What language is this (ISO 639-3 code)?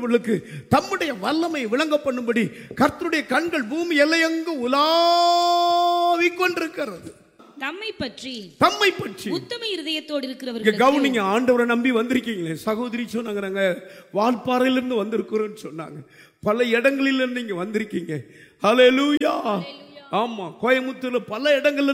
tam